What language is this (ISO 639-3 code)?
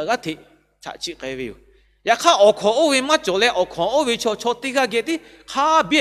lhu